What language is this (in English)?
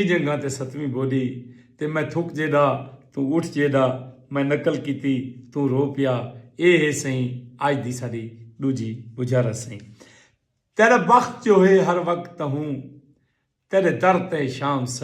Saraiki